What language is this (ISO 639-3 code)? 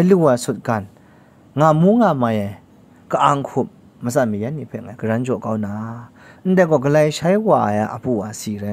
kac